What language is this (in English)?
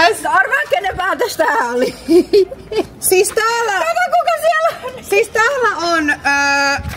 Finnish